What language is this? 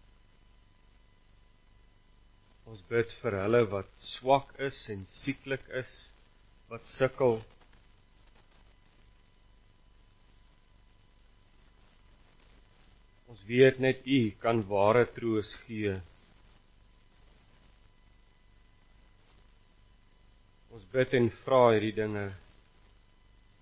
Afrikaans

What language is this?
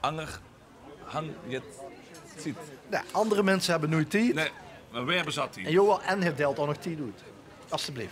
Limburgish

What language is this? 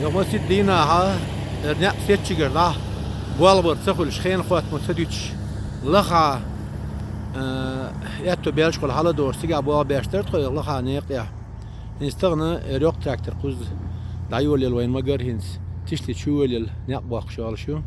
Chechen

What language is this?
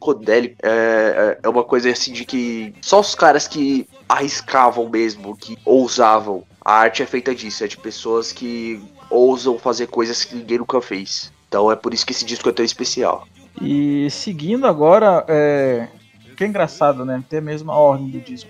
Portuguese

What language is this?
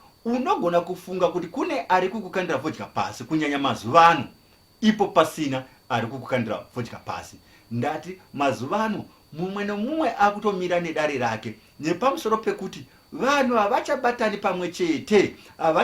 Shona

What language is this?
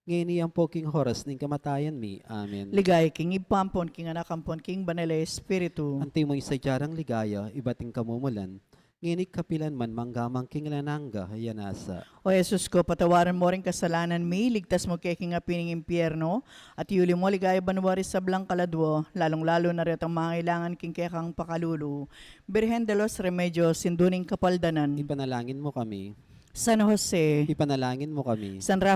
Pampanga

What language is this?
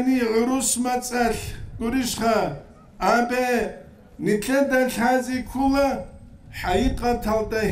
Avaric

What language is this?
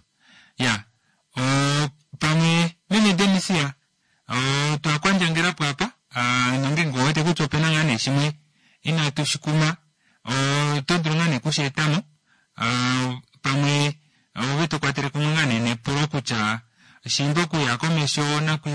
Kuanyama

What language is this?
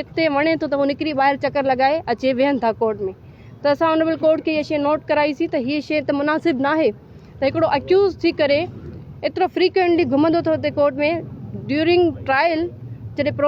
Sindhi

